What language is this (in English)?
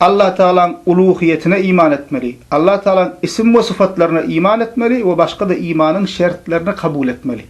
Turkmen